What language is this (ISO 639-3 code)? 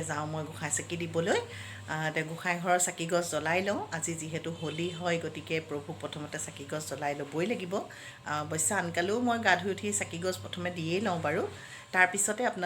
asm